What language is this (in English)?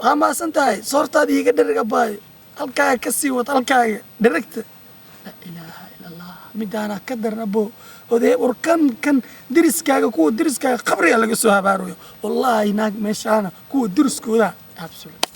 Somali